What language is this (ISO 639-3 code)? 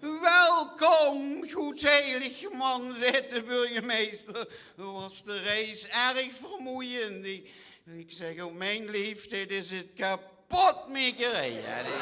lim